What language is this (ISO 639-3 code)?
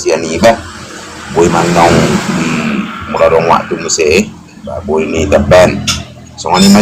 bbc